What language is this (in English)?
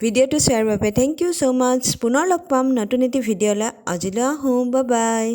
Assamese